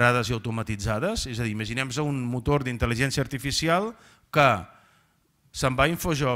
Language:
Catalan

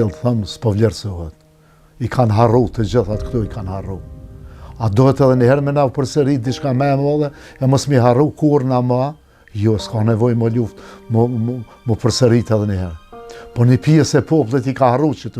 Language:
Albanian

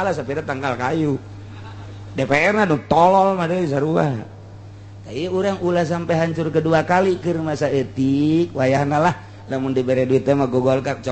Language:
Sundanese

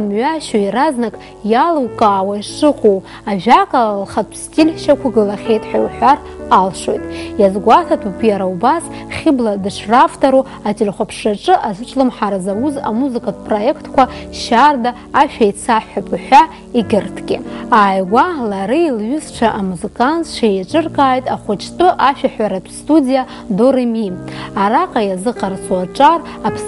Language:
Abkhazian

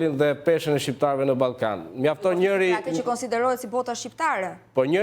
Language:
Albanian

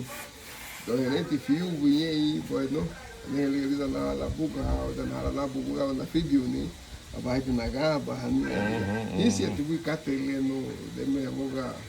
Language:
Garifuna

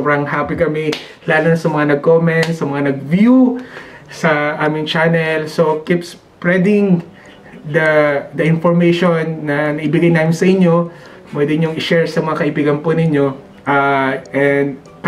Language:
Filipino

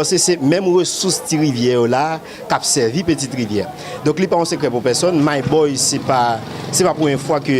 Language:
Haitian Creole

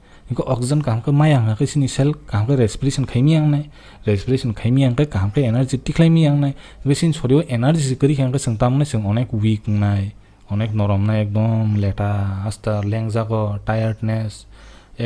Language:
Kok Borok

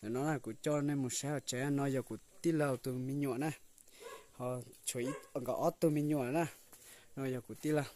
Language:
Hmong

